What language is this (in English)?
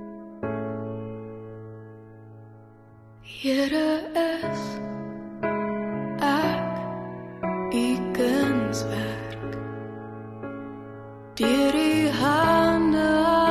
Afrikaans